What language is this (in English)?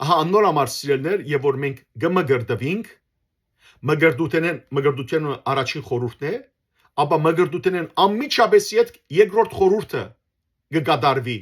Western Armenian